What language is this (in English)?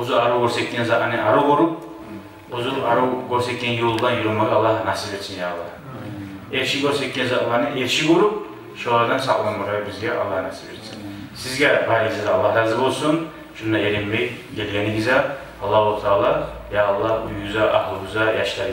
Kumyk